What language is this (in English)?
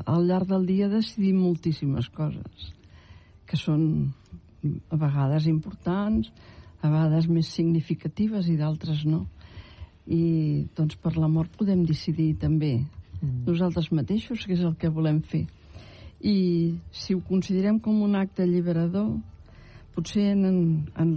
Catalan